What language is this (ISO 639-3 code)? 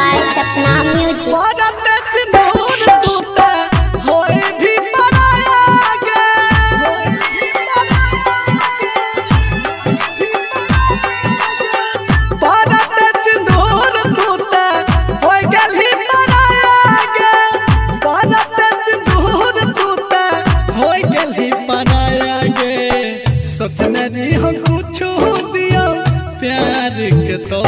bho